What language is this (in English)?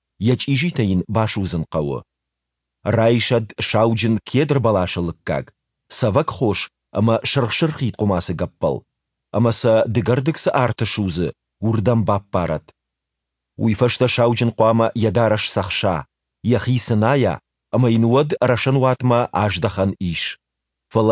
Ossetic